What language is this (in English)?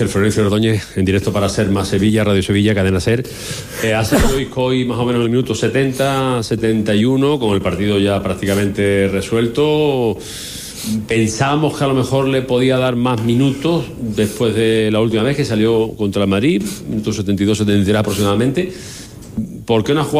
Spanish